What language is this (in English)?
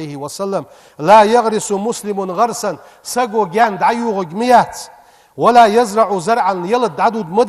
Ingush